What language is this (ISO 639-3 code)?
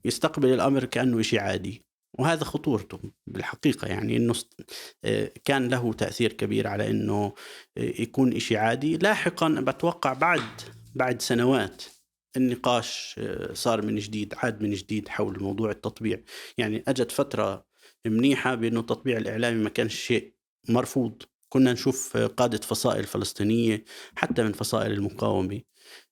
apc